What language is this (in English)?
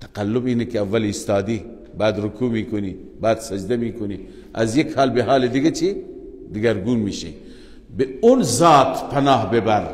Persian